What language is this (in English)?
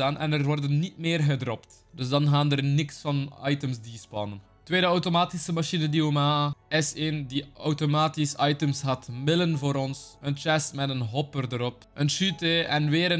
Dutch